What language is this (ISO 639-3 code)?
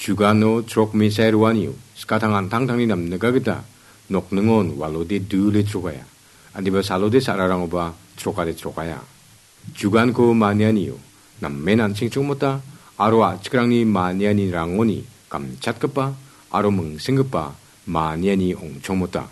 grt